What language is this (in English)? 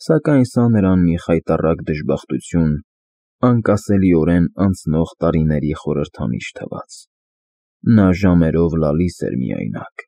Armenian